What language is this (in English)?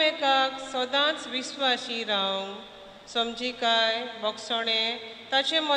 Konkani